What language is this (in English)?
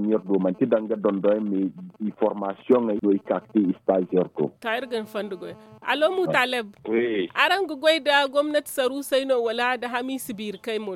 Zarma